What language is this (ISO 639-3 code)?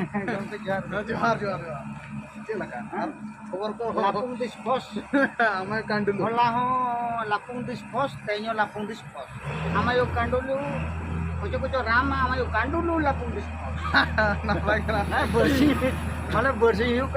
sat